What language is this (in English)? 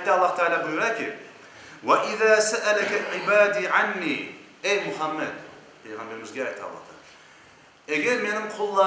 Crimean Tatar